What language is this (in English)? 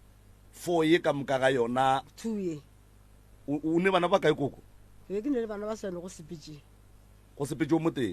Northern Sotho